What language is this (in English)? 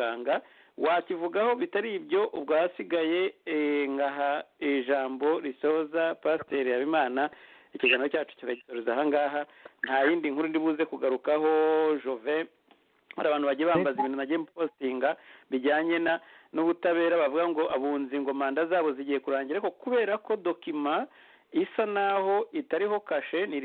Kinyarwanda